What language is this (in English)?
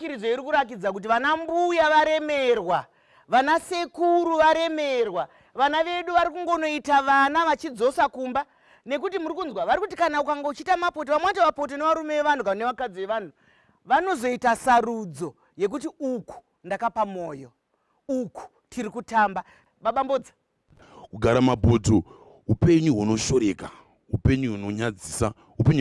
Shona